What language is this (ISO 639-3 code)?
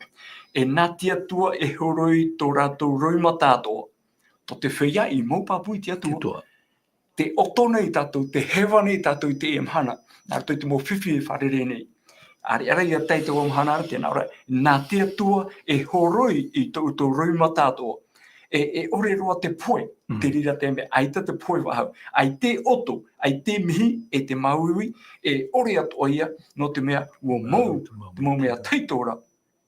tah